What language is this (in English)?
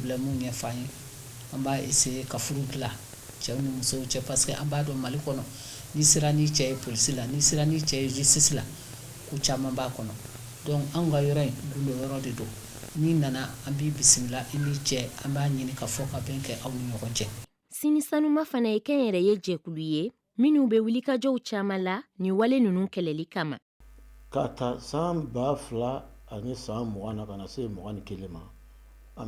Bambara